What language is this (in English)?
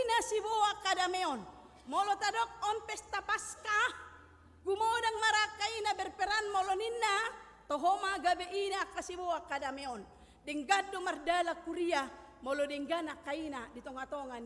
Batak Toba